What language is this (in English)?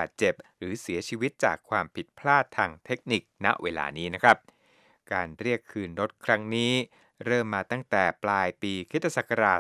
Thai